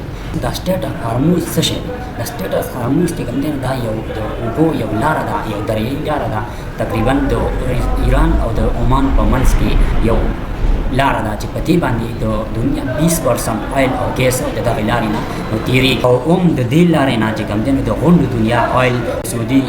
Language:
Pashto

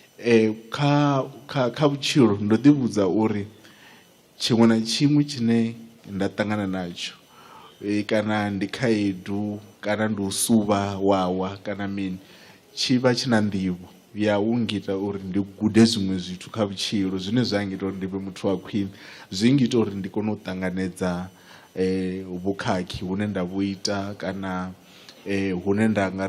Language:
Venda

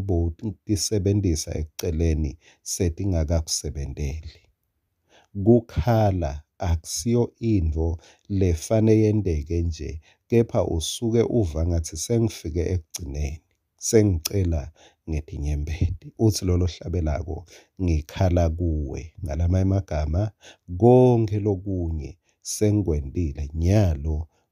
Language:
Swati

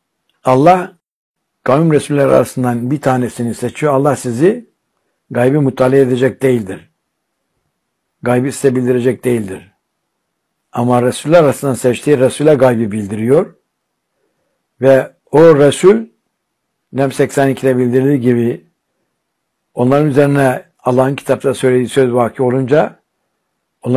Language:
Turkish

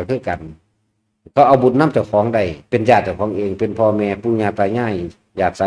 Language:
Northeastern Thai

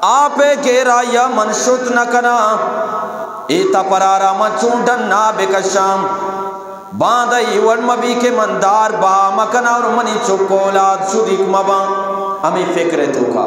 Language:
Eastern Balochi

